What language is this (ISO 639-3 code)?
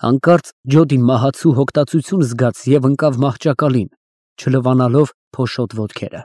hye